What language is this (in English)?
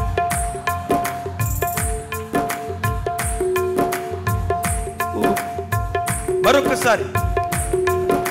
Telugu